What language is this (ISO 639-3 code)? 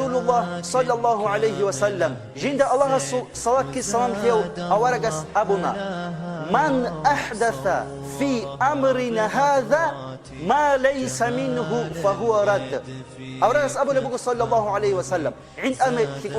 ava